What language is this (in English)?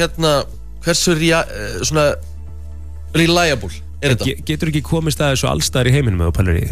Icelandic